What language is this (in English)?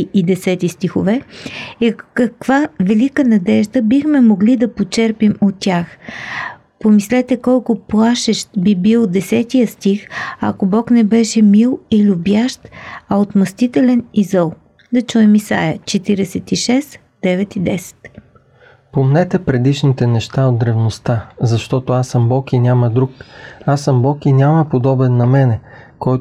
Bulgarian